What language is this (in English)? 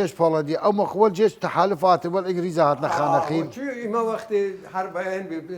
Southern Kurdish